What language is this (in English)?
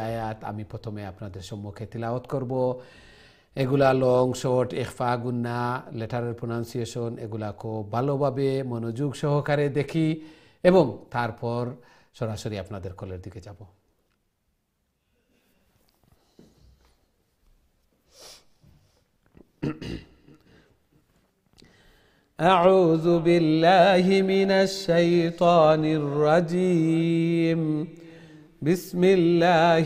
Bangla